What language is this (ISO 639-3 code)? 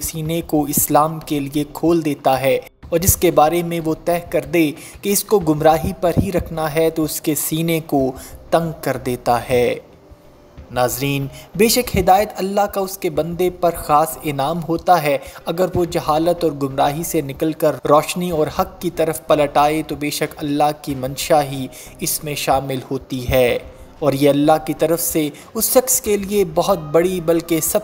urd